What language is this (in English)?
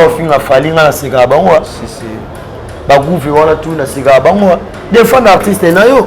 Lingala